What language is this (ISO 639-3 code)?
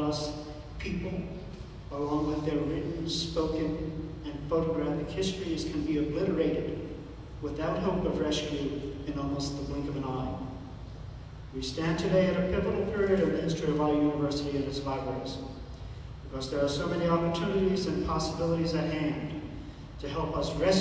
eng